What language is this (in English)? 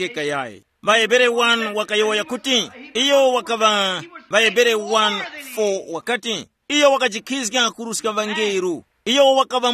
Tumbuka